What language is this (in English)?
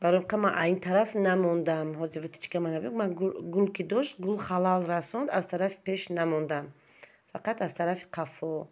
Tajik